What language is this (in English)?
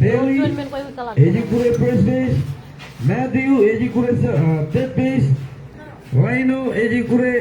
Marshallese